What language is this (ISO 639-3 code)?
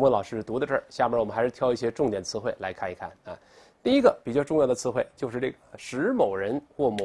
zho